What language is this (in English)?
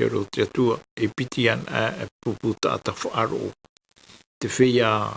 Tahitian